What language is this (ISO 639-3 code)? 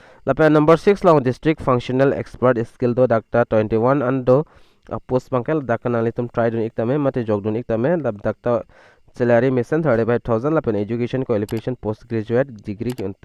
mjw